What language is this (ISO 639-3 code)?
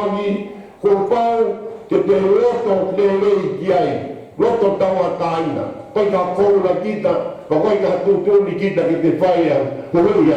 ton